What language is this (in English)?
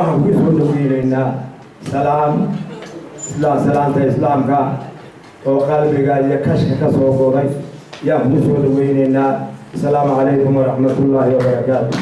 Somali